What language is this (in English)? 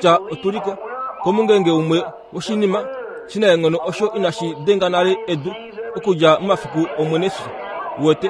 Kuanyama